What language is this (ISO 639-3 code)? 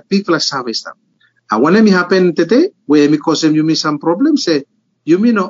bis